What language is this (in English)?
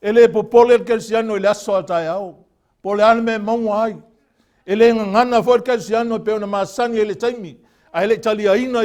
Samoan